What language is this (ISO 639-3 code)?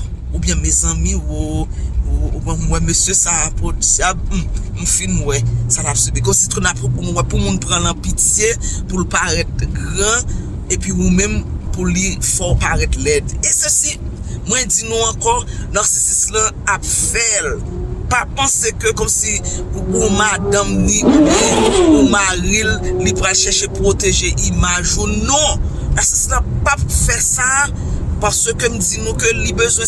hat